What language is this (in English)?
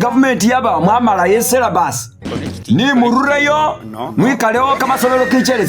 Masaaba